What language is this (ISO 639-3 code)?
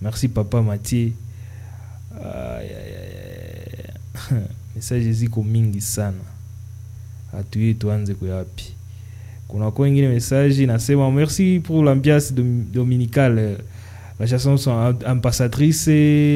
swa